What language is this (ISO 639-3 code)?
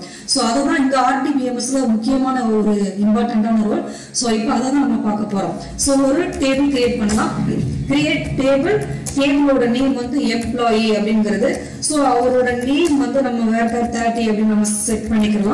tam